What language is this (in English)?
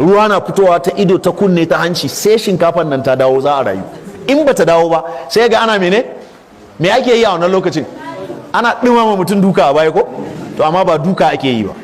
Hausa